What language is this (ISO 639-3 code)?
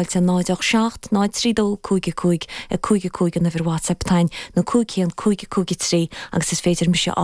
gle